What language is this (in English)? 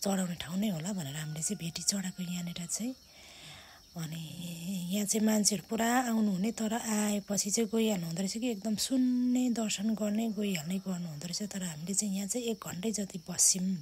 Nepali